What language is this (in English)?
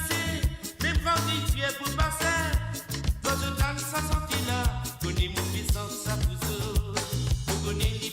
Morisyen